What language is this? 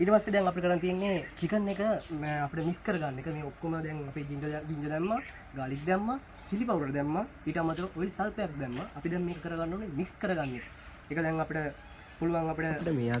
Sinhala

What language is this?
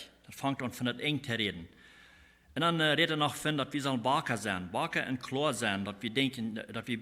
Plautdietsch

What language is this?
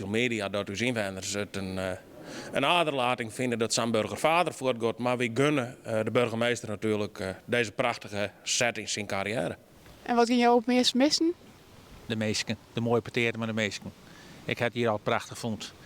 Western Frisian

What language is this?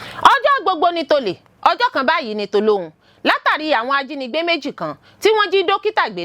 Yoruba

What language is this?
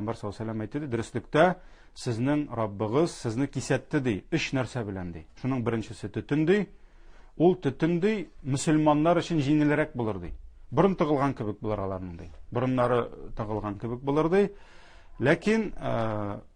Tatar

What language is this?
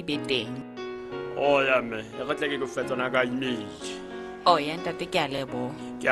Southern Sotho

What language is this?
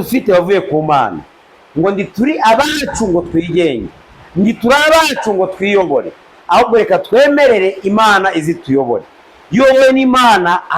Kinyarwanda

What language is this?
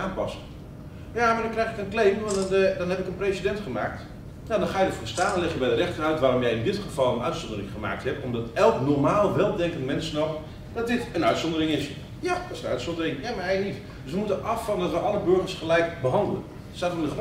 Dutch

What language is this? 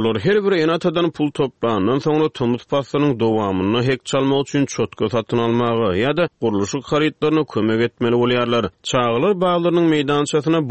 Turkmen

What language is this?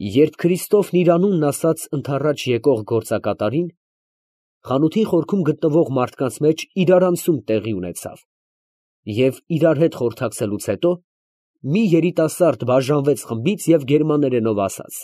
Armenian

